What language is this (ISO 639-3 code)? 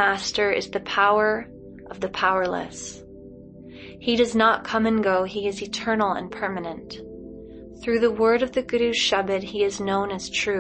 eng